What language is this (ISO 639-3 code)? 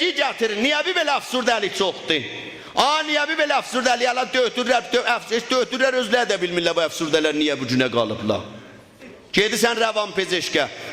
azb